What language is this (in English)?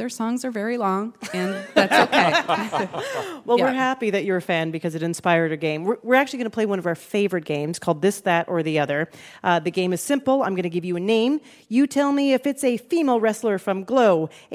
English